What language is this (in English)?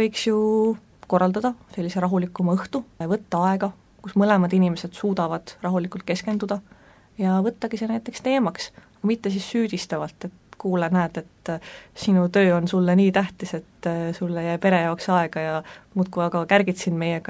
Estonian